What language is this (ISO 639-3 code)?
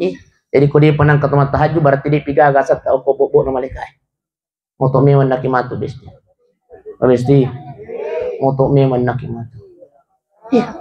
bug